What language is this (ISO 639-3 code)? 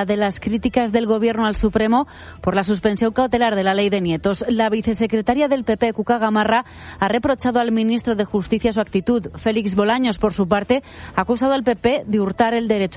spa